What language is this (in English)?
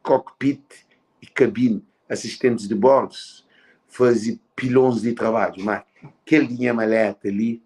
Kabuverdianu